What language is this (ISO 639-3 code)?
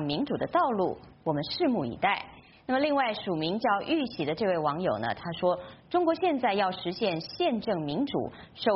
zho